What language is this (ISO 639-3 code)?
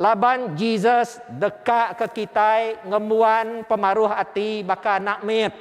iba